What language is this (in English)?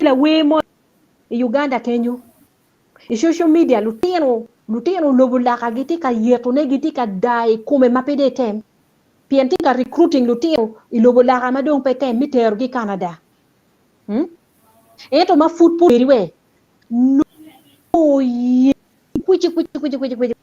Acoli